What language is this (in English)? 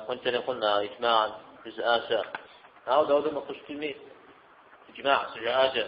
Kabardian